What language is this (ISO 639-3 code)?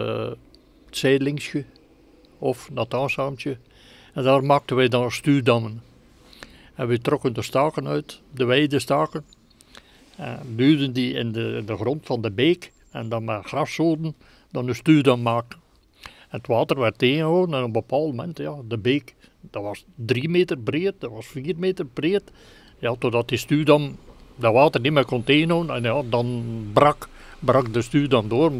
nld